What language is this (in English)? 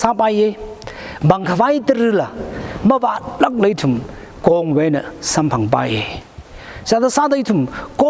Tangkhul Naga (India)